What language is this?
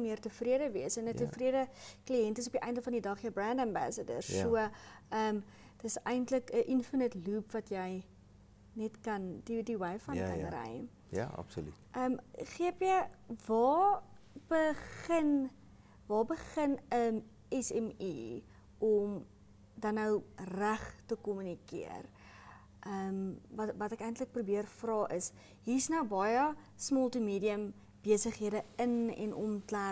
Afrikaans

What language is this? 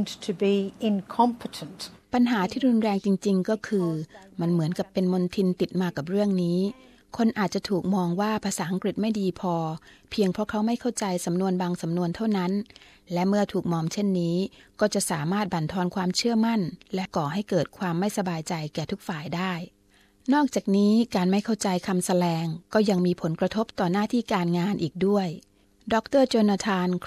Thai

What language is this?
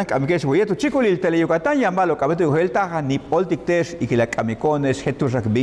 Yucateco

